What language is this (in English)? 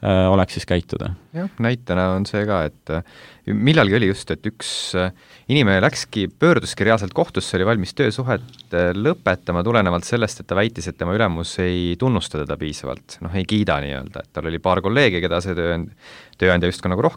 Estonian